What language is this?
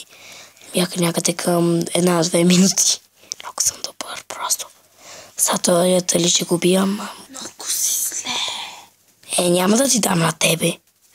Bulgarian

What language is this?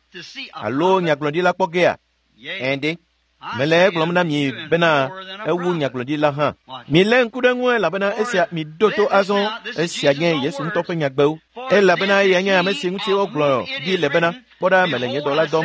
Ewe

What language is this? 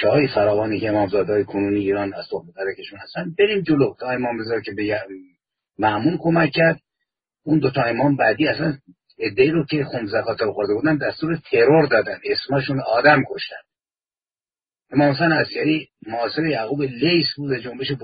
Persian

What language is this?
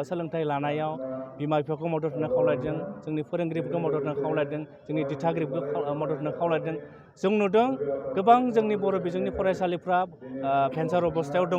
Bodo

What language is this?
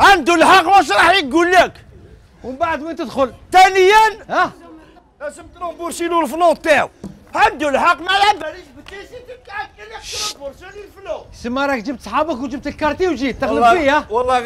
Algerian Arabic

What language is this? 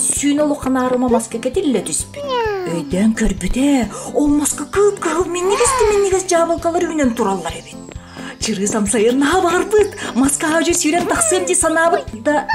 Yakut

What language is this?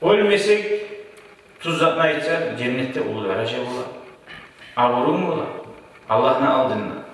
Kumyk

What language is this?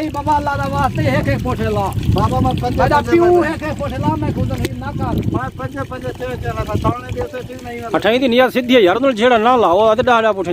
Saraiki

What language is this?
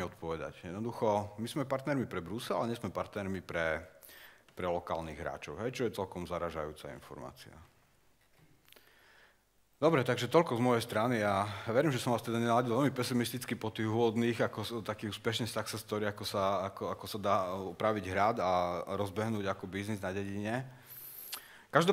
Slovak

